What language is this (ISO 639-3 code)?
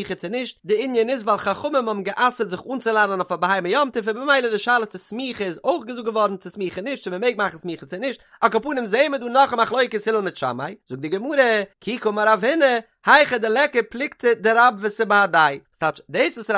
yid